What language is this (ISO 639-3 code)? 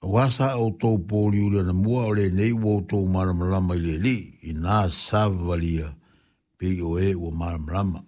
smo